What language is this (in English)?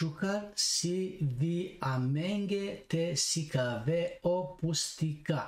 Balkan Romani